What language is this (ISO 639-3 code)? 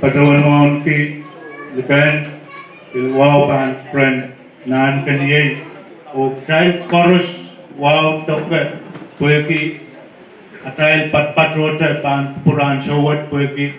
pon